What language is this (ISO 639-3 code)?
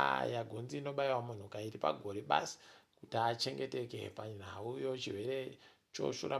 ndc